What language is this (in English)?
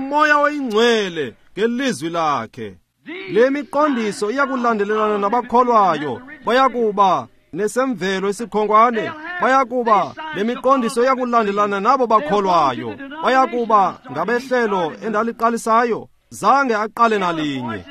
Xhosa